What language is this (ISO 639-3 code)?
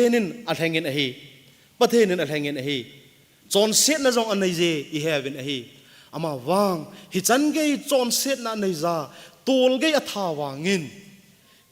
tcz